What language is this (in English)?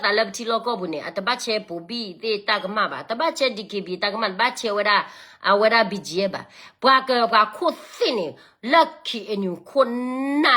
S'gaw Karen